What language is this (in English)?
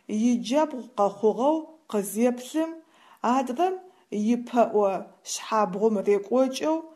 Adyghe